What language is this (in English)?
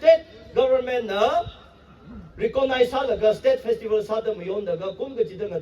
Tangkhul Naga (India)